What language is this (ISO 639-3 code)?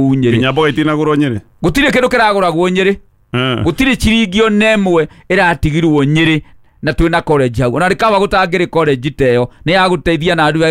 kik